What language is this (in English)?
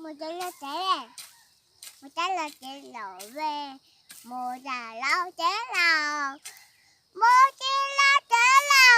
Hmong